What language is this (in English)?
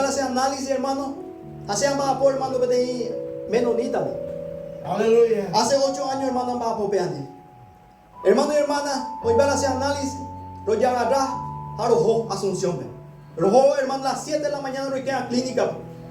Guarani